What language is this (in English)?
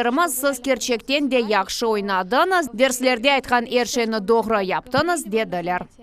Crimean Tatar